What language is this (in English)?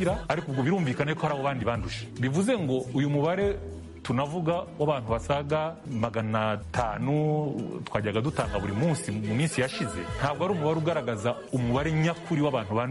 Kinyarwanda